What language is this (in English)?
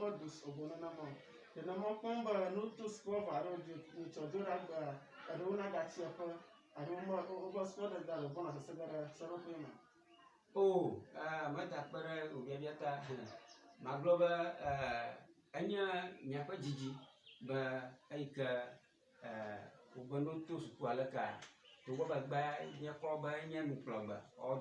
Ewe